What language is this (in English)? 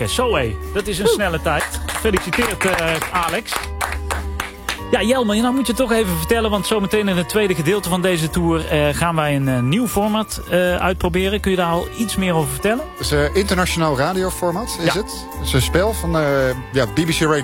Dutch